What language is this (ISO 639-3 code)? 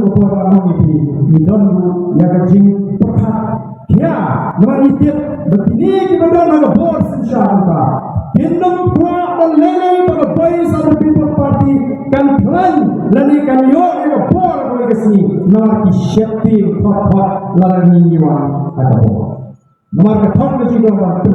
kha